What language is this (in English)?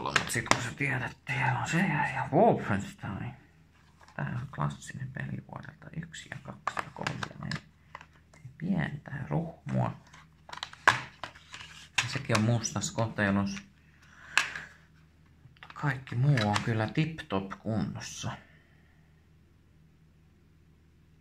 Finnish